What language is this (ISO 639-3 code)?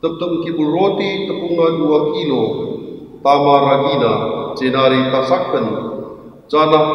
btx